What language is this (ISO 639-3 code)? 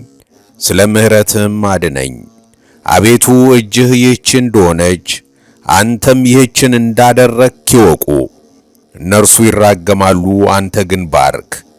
amh